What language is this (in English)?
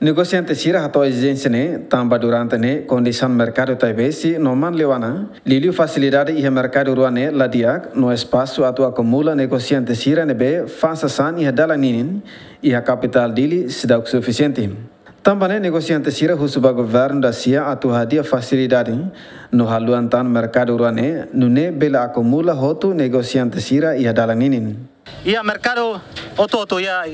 Tetum